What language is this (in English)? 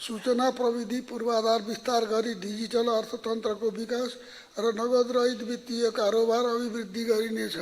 Nepali